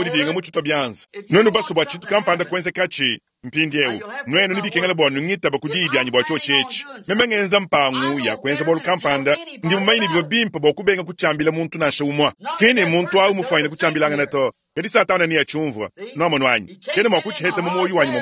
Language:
Luba-Lulua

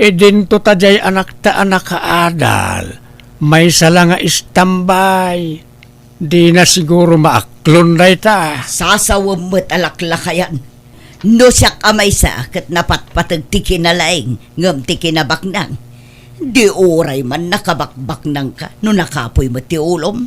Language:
Iloko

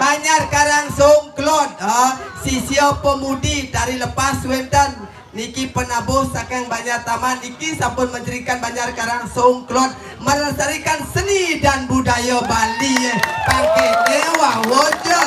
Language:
Balinese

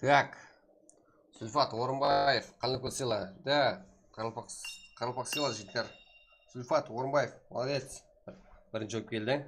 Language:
Kara-Kalpak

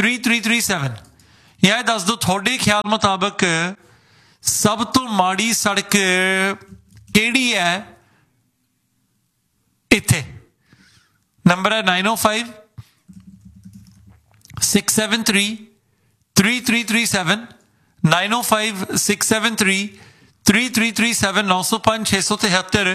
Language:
Punjabi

